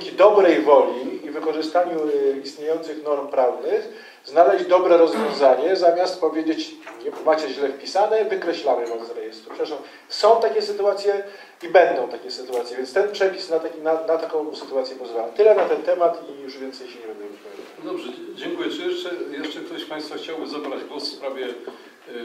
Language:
Polish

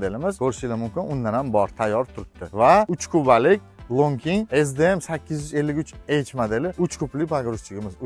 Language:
Uzbek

